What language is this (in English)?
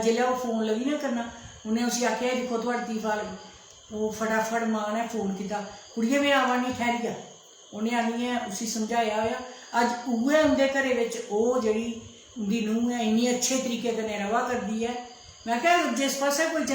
Dogri